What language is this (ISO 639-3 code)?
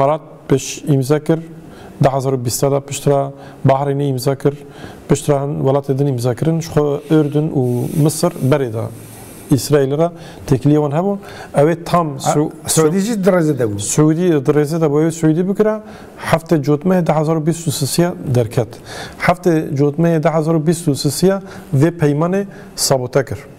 kur